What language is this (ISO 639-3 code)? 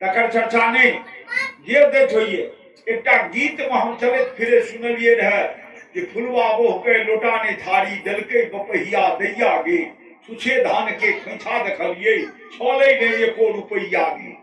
mai